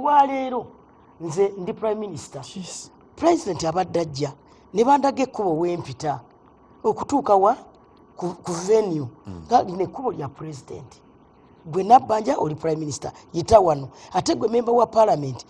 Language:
Ganda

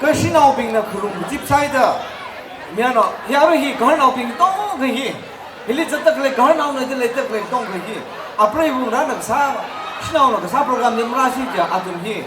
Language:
Tangkhul Naga (India)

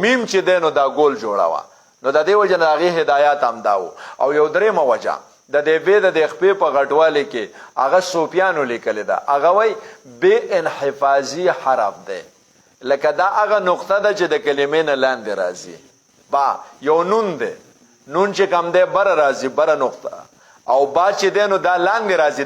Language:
Pashto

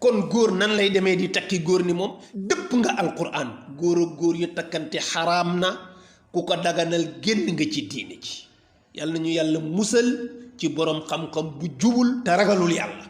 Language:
Wolof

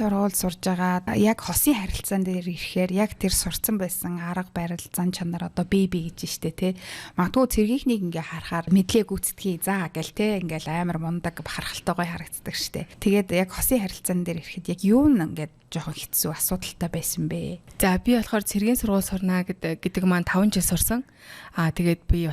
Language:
Mongolian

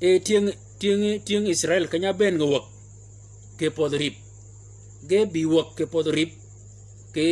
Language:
Shilluk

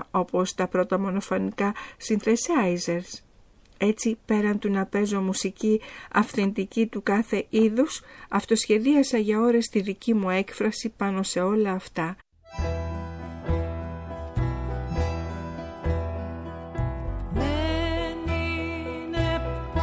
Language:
Greek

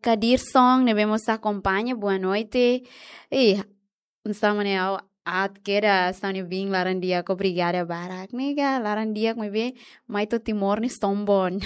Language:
Tetum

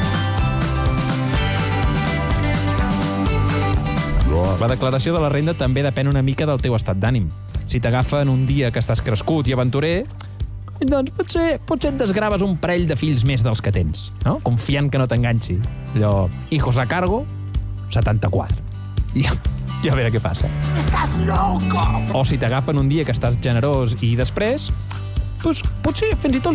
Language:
Catalan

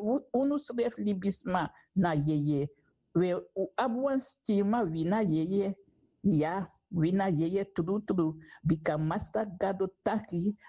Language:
Sranan Tongo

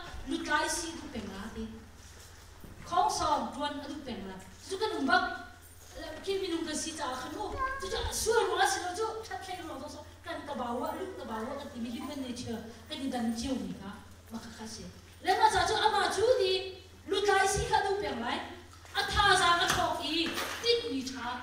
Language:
Vietnamese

